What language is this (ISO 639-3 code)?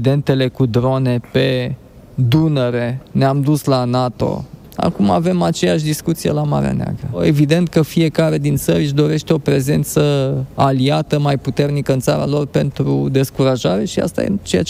ron